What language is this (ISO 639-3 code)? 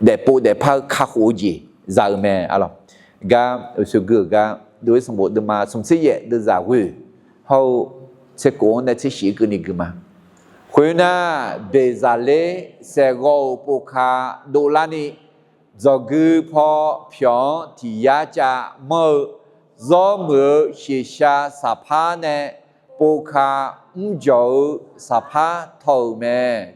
ahk